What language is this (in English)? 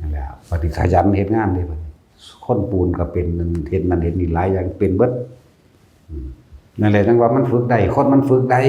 Northeastern Thai